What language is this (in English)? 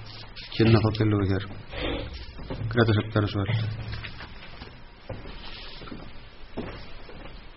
Icelandic